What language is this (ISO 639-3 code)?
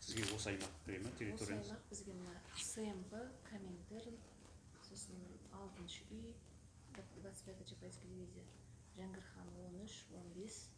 kaz